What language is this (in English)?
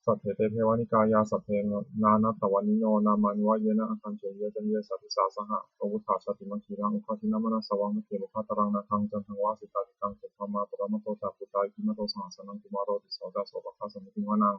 Pali